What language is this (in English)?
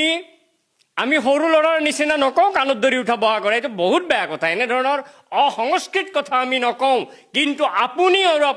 Assamese